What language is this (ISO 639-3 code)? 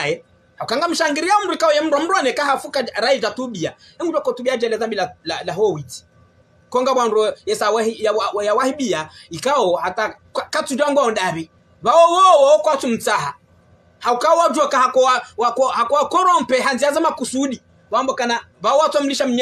swa